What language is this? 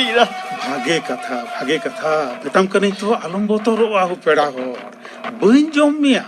Santali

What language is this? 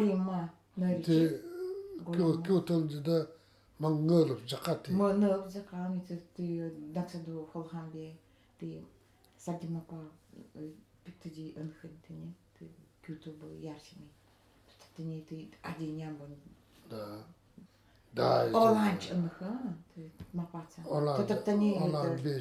Nanai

